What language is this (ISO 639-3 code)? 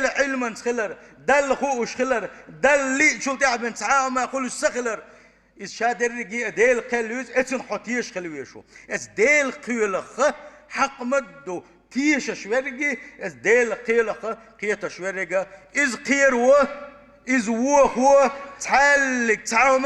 che